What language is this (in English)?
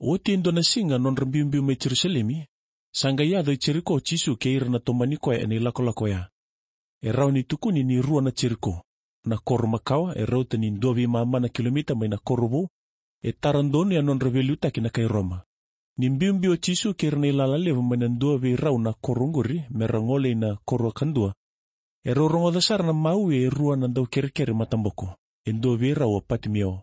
Fijian